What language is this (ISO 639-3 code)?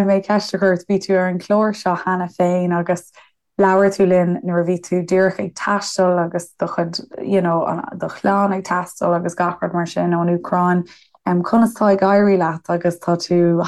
gle